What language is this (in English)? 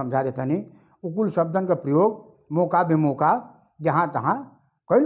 Bhojpuri